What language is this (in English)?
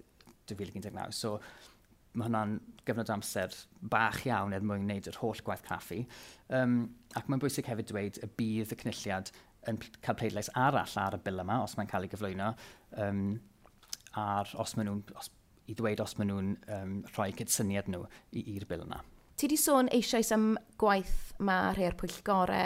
Welsh